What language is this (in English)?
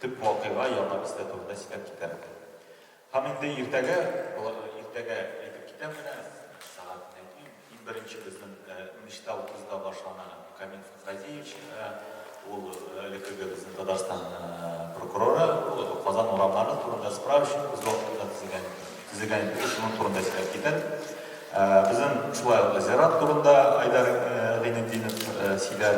Tatar